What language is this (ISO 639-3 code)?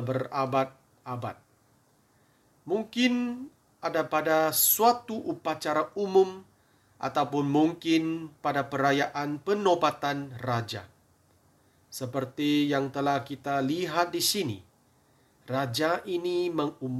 msa